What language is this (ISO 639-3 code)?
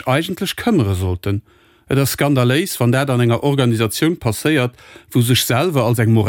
ltz